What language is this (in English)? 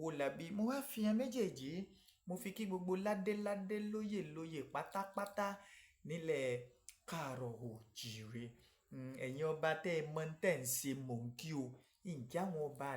Yoruba